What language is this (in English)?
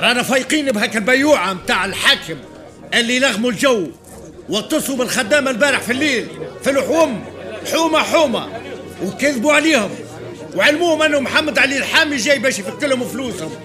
Tunisian Arabic